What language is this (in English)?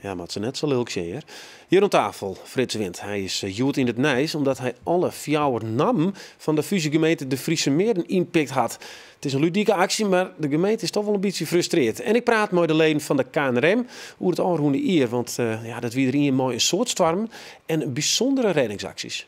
Western Frisian